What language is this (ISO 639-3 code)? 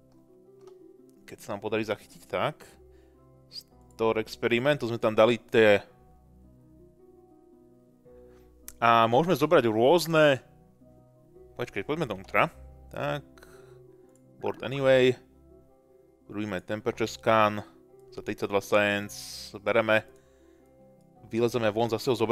slk